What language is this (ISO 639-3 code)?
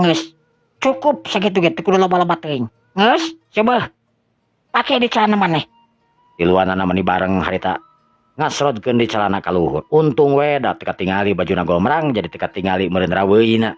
sun